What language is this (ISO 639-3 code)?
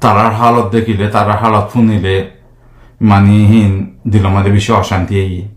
rhg